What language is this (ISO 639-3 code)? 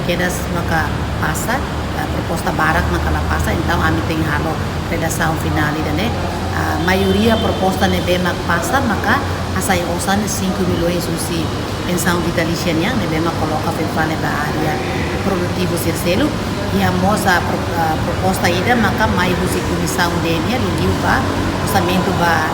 tet